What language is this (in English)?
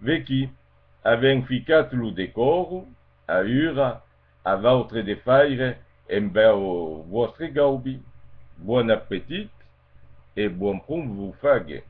Occitan